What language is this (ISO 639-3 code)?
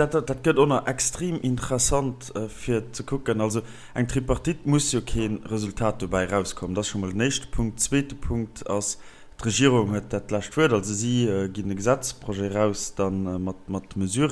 ltz